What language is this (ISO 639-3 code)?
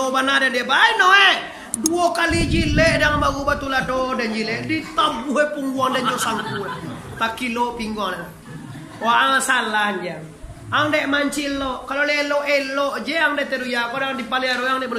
min